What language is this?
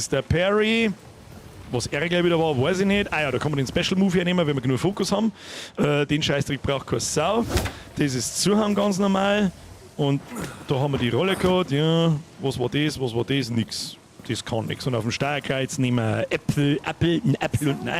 Bavarian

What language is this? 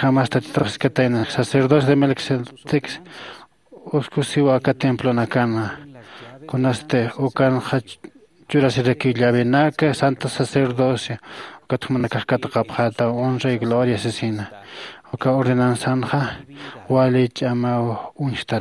Aymara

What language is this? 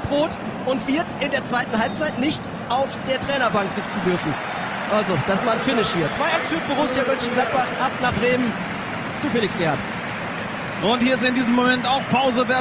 German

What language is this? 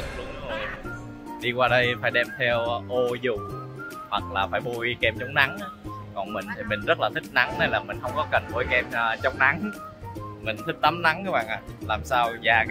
Vietnamese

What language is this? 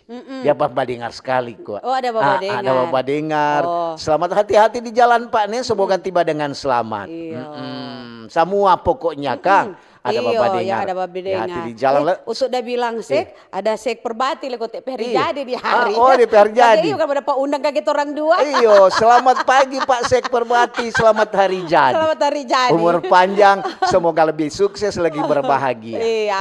Manado Malay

